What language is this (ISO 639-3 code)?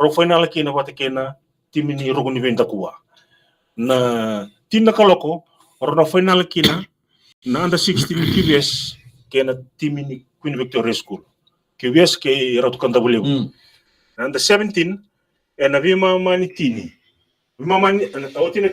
fij